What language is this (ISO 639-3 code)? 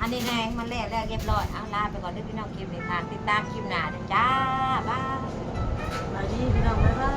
tts